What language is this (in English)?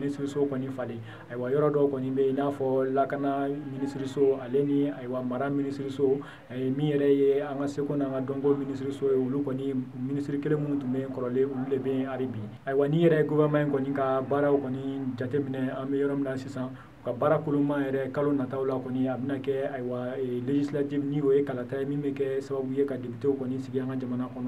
Bambara